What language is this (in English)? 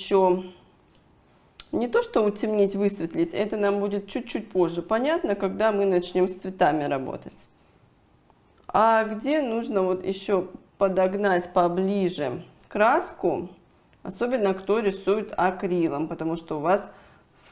Russian